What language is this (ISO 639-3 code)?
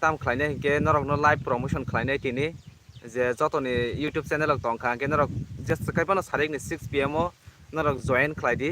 trp